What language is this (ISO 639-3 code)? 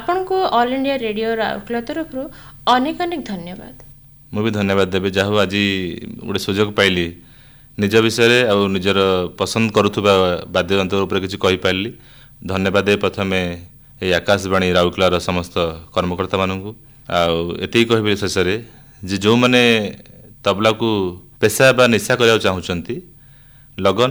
ori